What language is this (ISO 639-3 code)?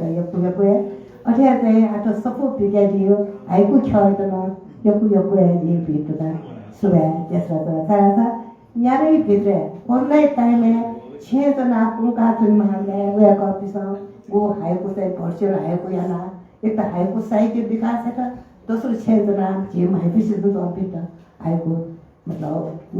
new